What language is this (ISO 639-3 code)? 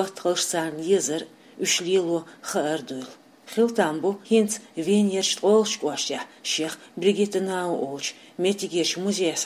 che